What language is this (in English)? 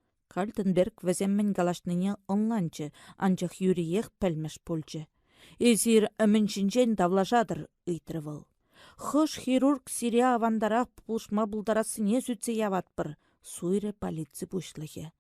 Chuvash